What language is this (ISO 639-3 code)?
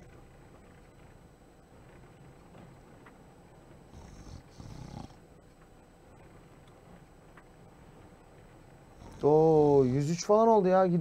tur